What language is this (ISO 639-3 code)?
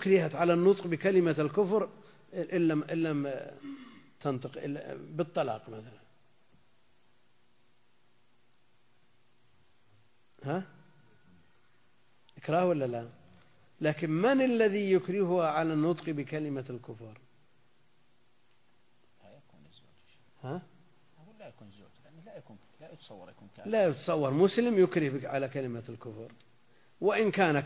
ara